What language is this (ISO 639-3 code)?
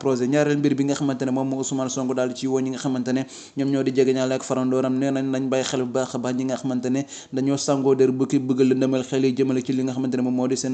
wol